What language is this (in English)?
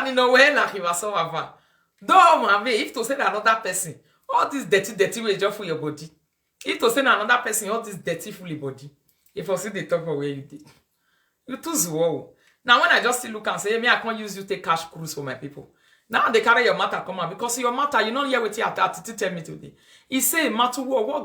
Nigerian Pidgin